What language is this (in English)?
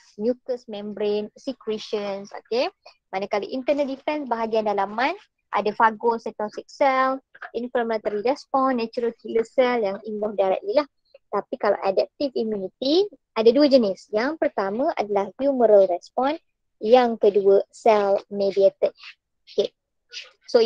Malay